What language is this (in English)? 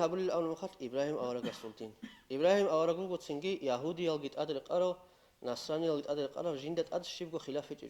Avaric